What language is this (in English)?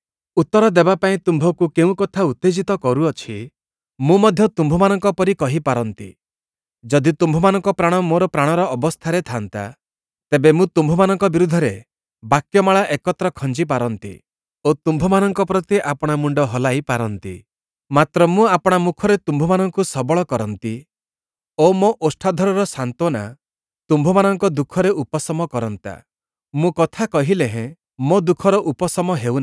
Odia